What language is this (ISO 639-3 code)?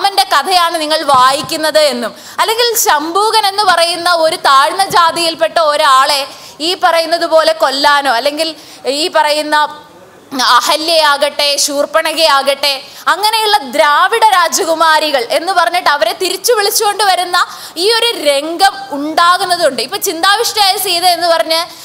mal